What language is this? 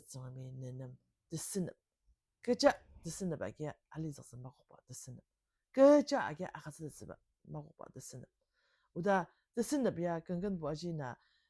Ao Naga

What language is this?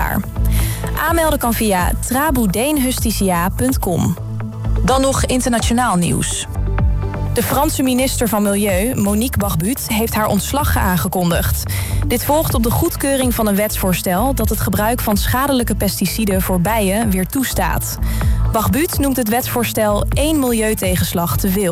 Dutch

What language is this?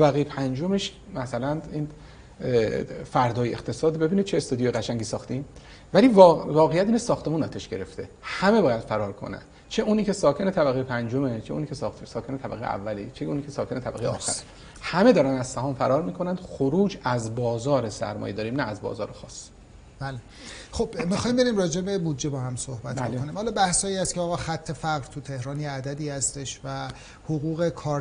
Persian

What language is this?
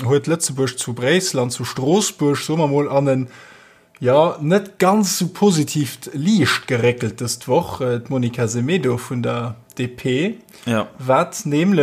Luxembourgish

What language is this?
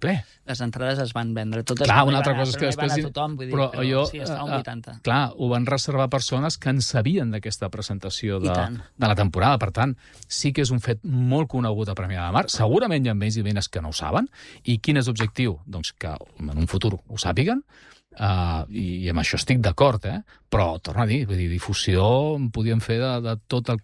Catalan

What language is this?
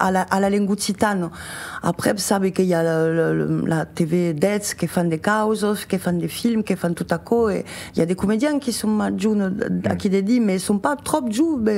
Occitan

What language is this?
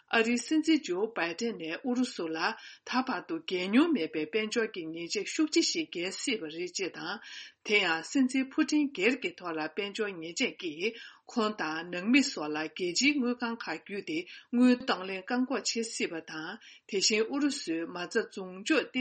Tibetan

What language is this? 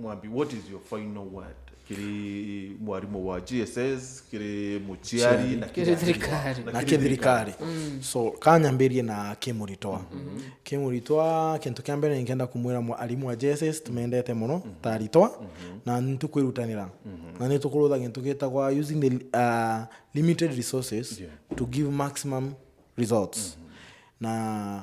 Meru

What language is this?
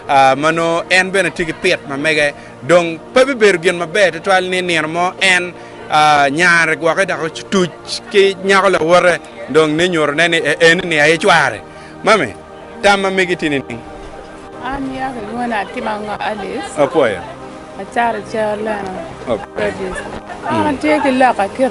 Acoli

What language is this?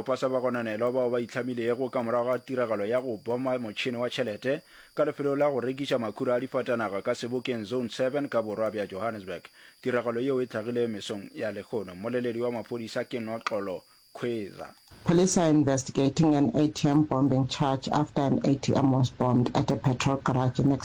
Northern Sotho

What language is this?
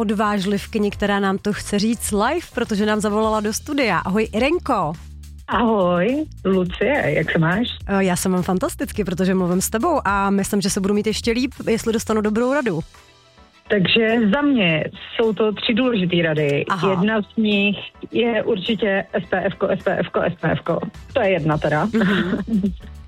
Czech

